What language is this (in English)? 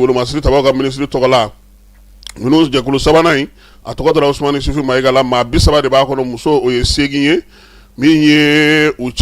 Bambara